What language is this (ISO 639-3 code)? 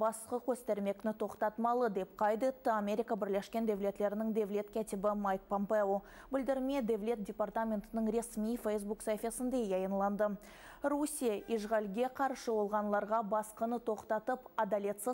crh